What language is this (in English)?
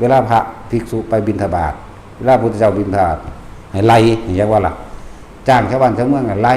Northeastern Thai